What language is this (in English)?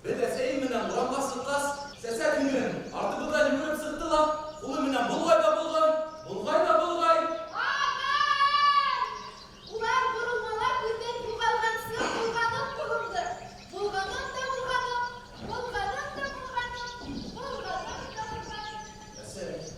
Bashkir